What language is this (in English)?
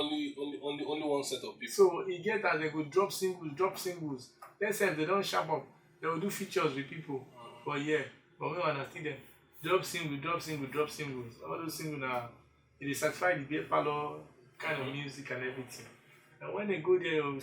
Nigerian Pidgin